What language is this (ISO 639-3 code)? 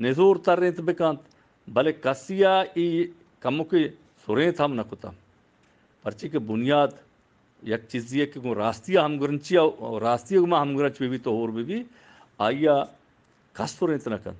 bgp